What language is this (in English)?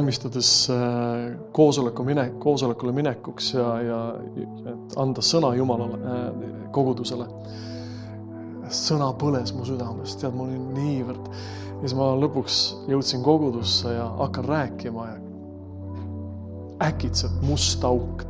Estonian